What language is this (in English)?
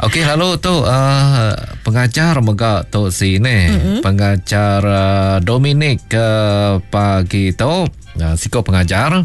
Iban